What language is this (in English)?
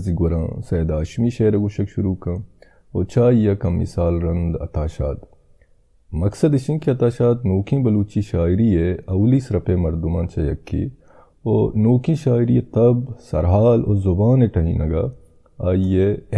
Baluchi